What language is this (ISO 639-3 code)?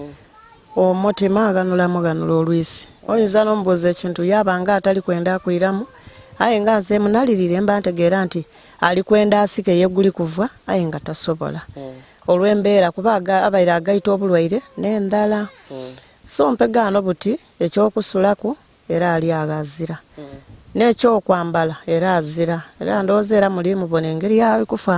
lug